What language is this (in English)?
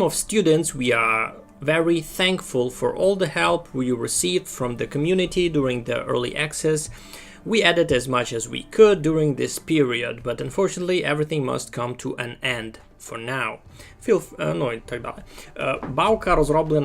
Rusyn